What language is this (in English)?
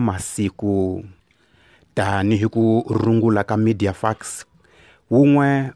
Tsonga